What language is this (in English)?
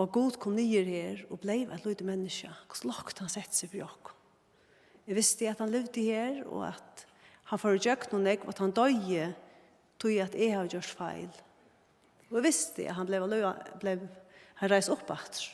Faroese